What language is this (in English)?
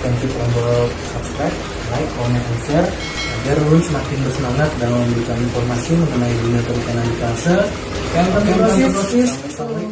Banjar